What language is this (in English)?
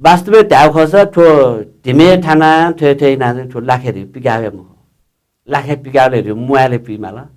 Newari